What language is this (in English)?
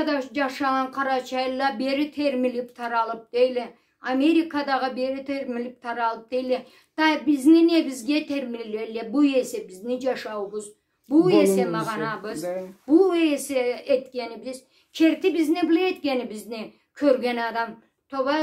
Karachay-Balkar